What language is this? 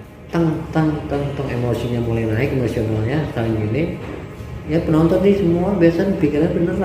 Betawi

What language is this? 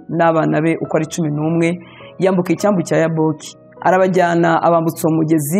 Kinyarwanda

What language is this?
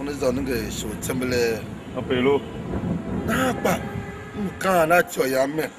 Tiv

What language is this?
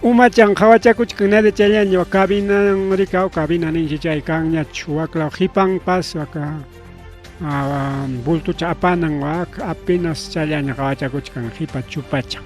Ayacucho Quechua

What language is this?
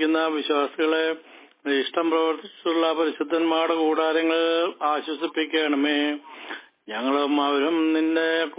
Malayalam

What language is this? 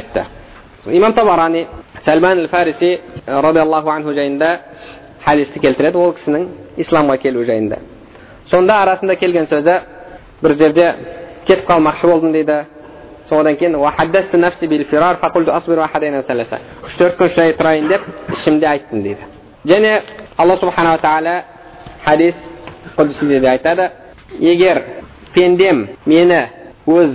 Kazakh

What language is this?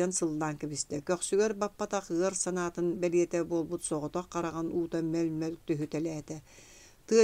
Yakut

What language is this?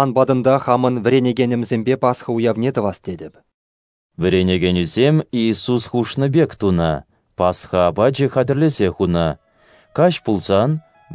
Chuvash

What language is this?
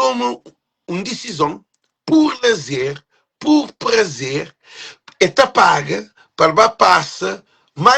Kabuverdianu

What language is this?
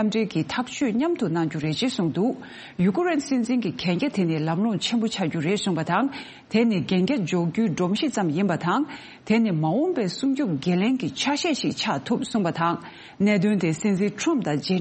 Tibetan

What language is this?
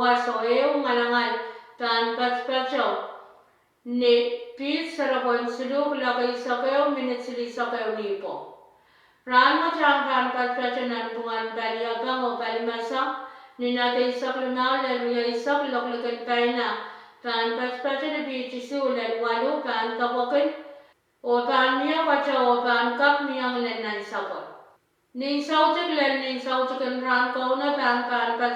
Pohnpeian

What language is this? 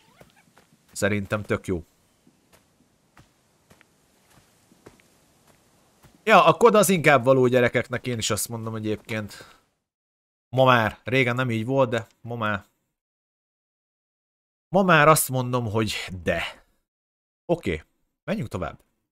Hungarian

